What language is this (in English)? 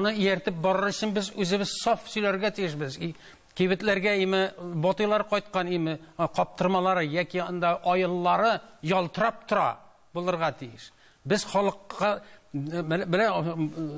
Tatar